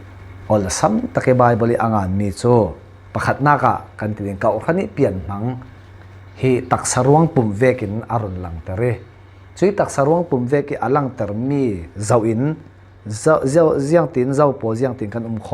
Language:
Falam Chin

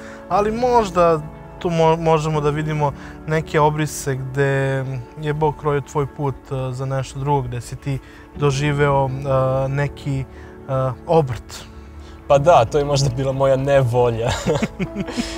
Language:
Serbian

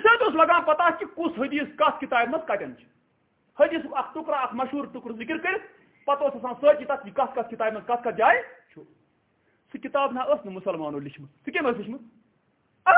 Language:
Kashmiri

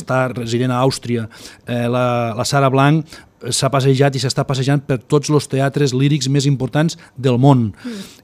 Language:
Catalan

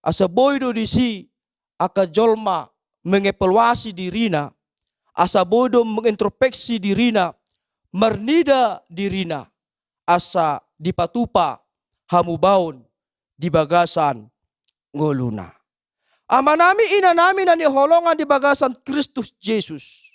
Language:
Batak Toba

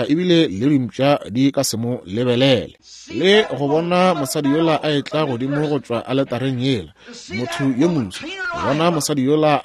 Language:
Northern Sotho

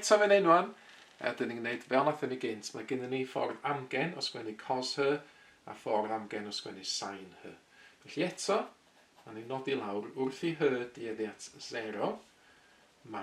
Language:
Welsh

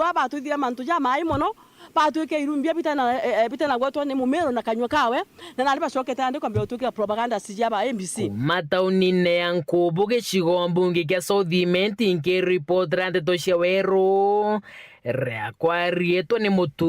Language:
Meru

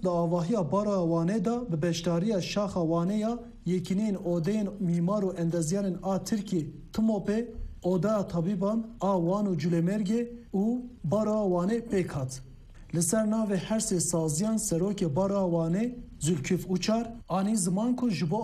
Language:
Kurdish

